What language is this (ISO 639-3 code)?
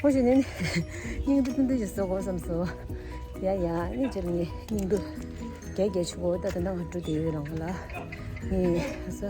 bod